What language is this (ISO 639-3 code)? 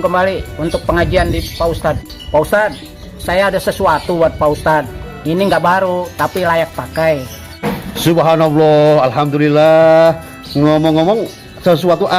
bew